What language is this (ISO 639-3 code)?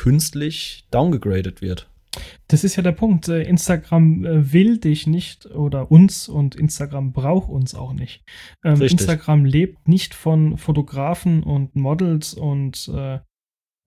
deu